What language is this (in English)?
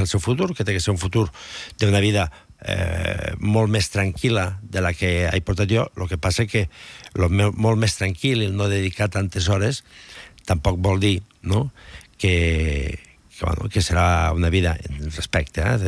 Catalan